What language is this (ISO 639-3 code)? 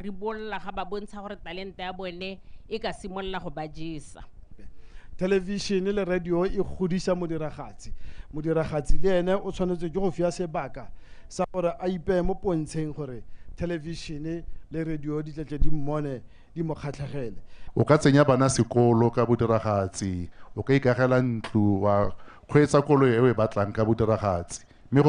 tsn